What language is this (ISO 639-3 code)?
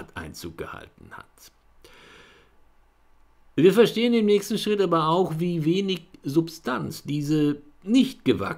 deu